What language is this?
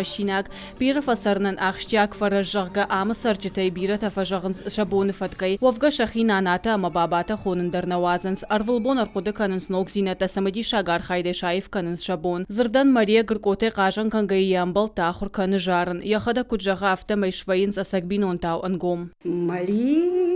Ossetic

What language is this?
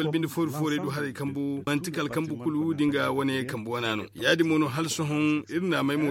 Zarma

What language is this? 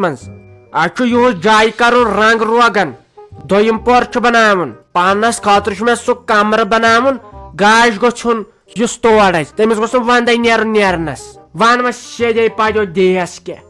Kashmiri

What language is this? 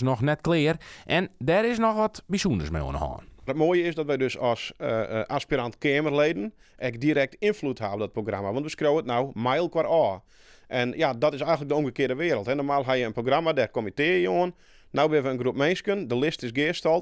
Western Frisian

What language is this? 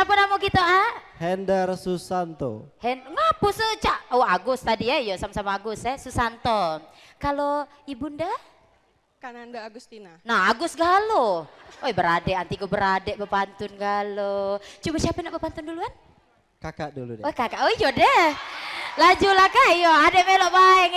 Musi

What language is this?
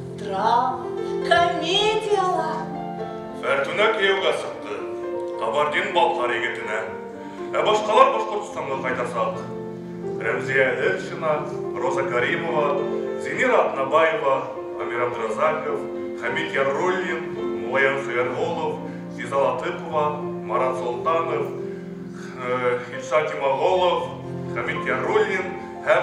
Bashkir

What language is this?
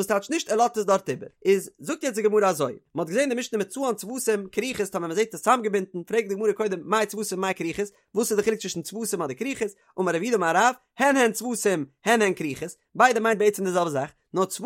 Yiddish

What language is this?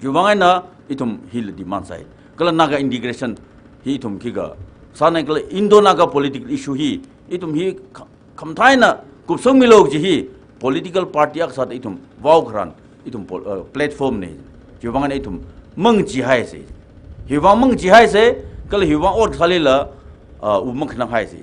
Tangkhul Naga (India)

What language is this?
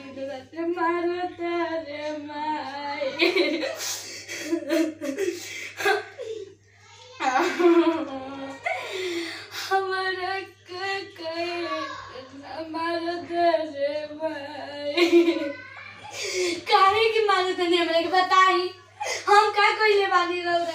Bhojpuri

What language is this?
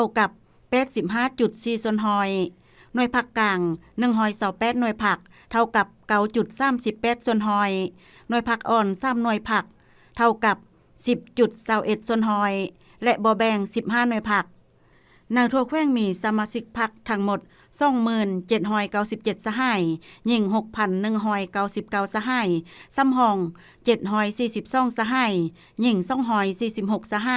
Lao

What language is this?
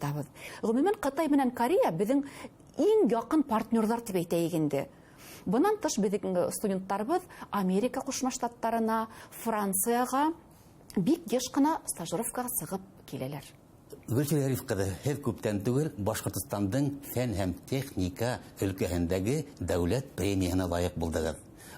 Bashkir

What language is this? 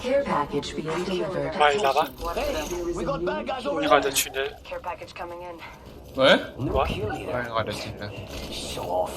Morisyen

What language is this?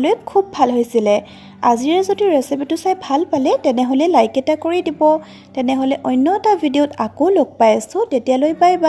Assamese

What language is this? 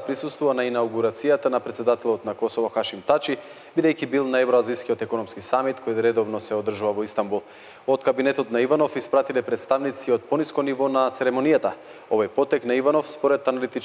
Macedonian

